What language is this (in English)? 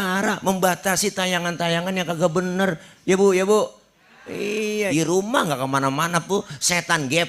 Betawi